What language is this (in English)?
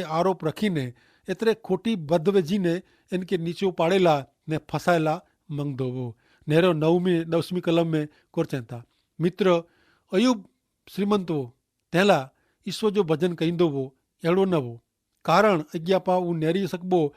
Kachhi